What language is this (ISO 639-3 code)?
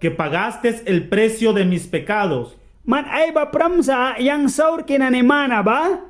miq